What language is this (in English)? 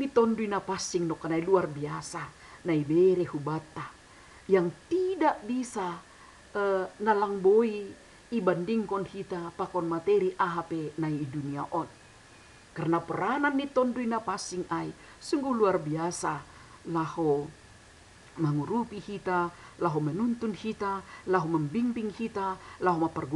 Batak Simalungun